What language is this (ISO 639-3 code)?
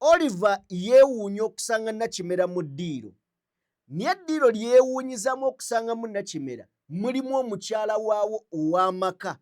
lug